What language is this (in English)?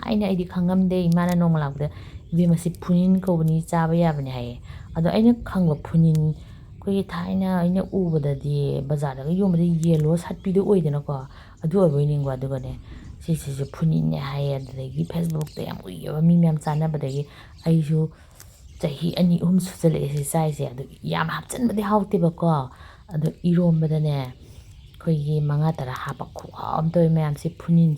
Manipuri